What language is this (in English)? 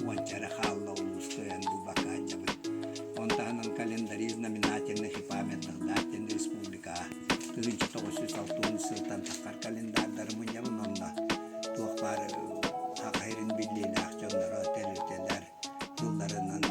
Yakut